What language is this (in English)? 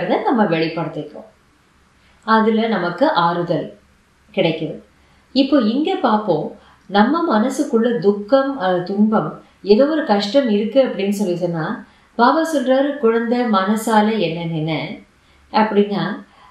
Tamil